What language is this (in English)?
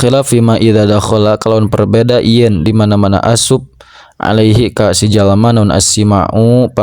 Sundanese